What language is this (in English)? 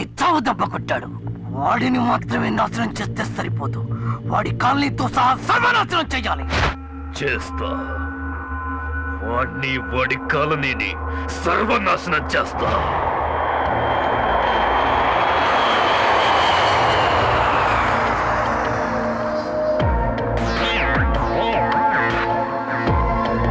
Telugu